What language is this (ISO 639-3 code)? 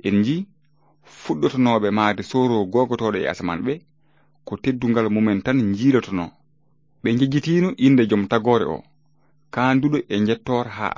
ful